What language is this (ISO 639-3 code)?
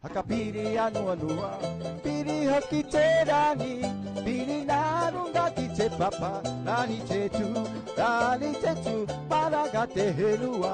tah